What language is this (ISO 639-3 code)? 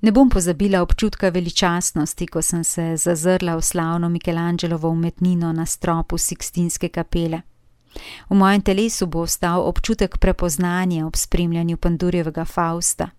slv